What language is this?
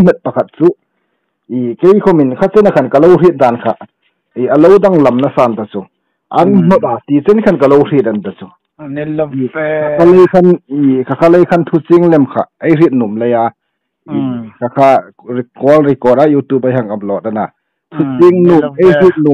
Hmar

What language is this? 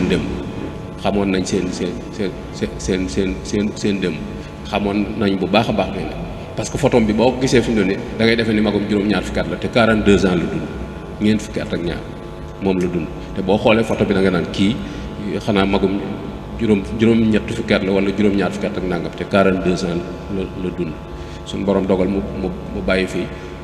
Wolof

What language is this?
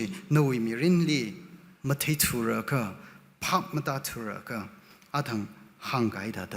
Tangkhul Naga (India)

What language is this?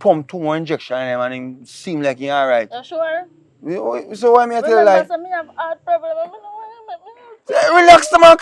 Jamaican Creole English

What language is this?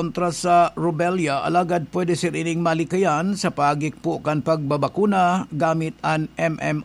Bikol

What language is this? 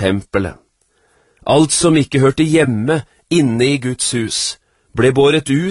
Norwegian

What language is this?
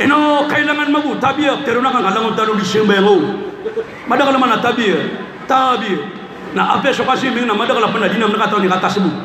Maranao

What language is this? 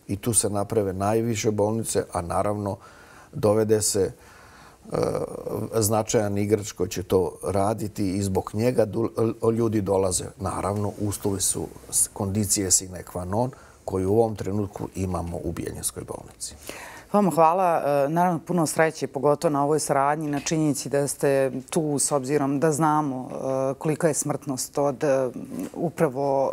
Serbian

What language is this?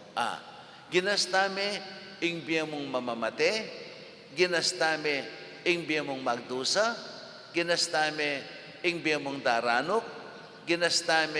Pampanga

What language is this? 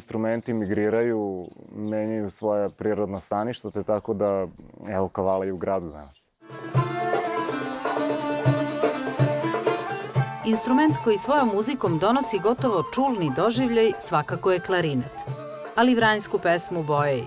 Serbian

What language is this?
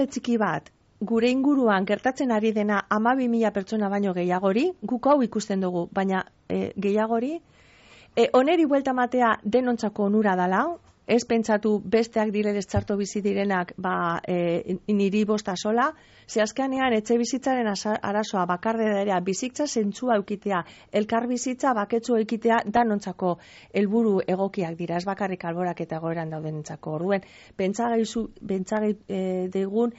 Basque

